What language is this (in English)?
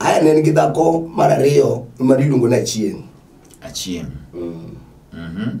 Luo (Kenya and Tanzania)